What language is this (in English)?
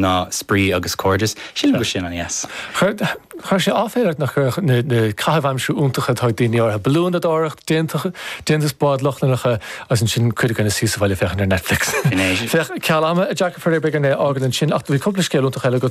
Irish